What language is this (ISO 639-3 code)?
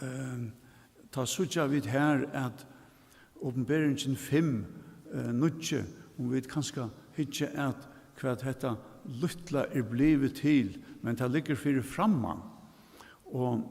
fao